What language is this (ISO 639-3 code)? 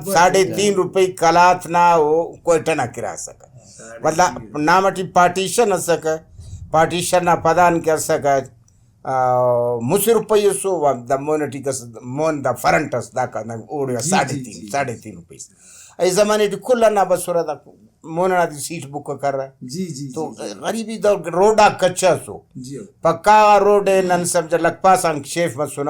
brh